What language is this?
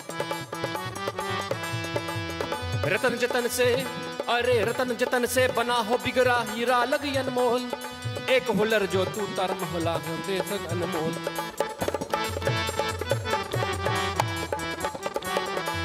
Bhojpuri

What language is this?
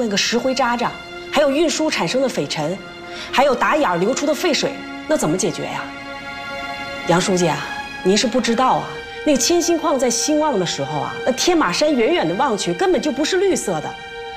Chinese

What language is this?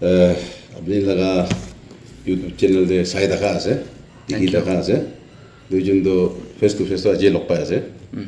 Naga Pidgin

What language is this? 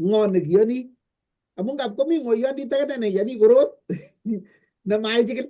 Kalenjin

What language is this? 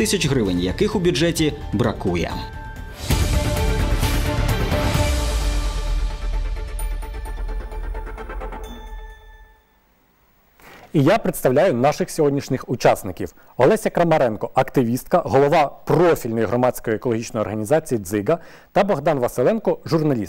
Ukrainian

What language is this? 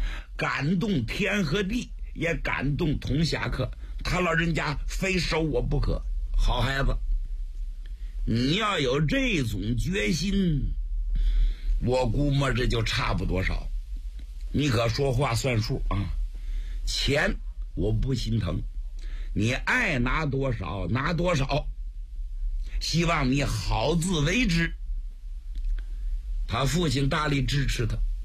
Chinese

